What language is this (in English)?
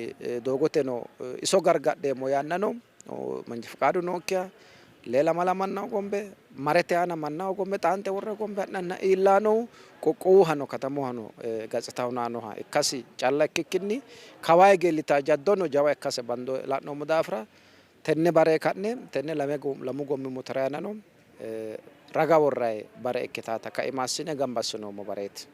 Sidamo